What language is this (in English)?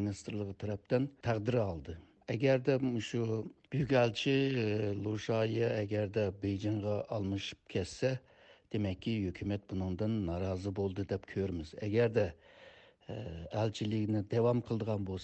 Uyghur